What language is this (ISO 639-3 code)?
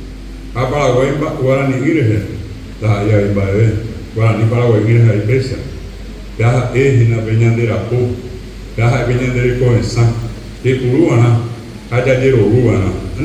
grn